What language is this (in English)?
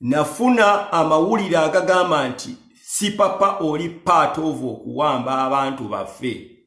Ganda